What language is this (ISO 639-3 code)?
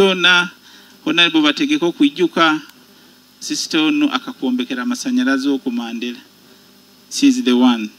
nyo